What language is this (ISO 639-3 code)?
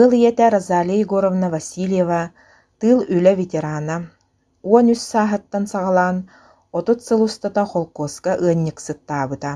sah